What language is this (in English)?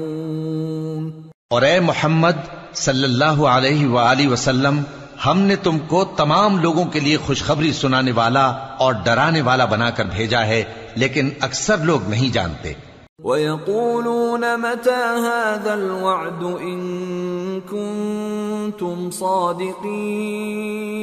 Urdu